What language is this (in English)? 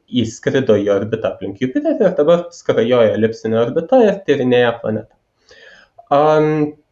Lithuanian